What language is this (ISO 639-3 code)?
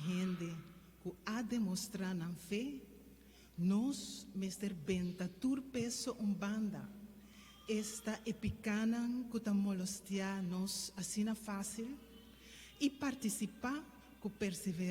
pap